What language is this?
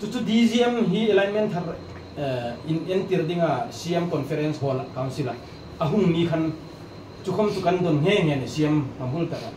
Hmar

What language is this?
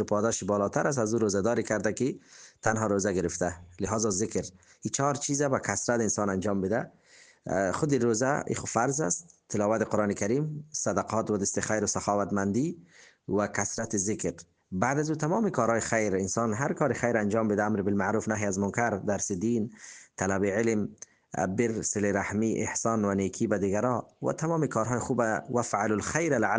Persian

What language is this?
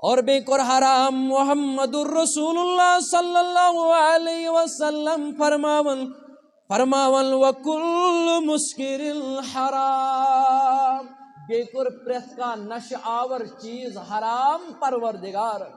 Kashmiri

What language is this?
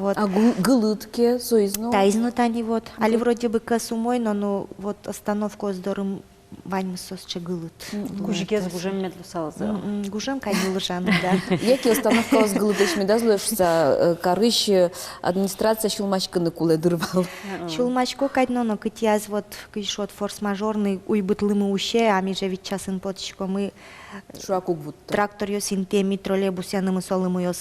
Udmurt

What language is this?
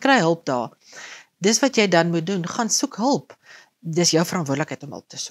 Afrikaans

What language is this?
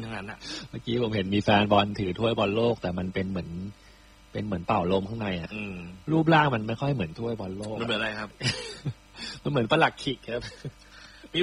Thai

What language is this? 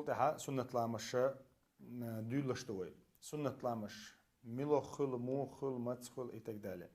Chechen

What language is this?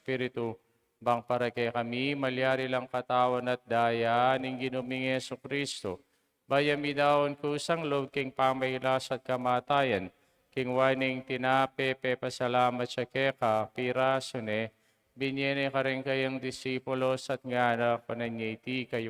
Pampanga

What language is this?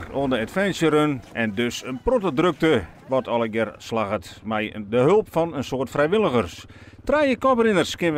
Western Frisian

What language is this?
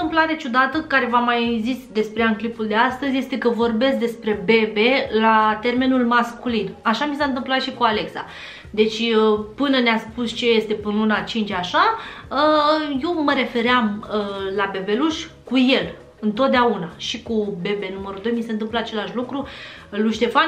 Romanian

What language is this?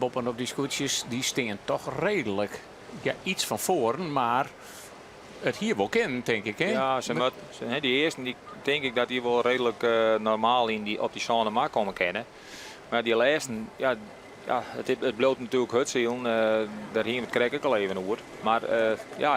Western Frisian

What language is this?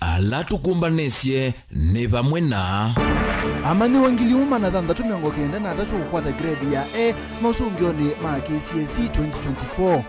Kamba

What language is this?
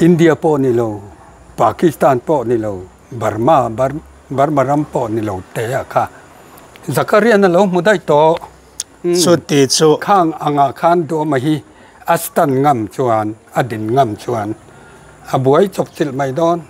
Mizo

